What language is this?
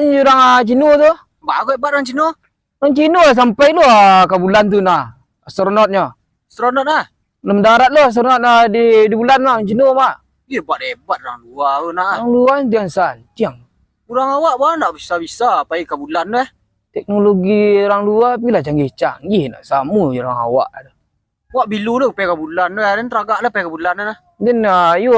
Minangkabau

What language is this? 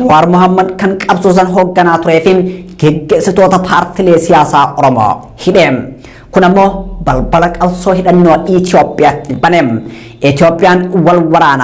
Oromo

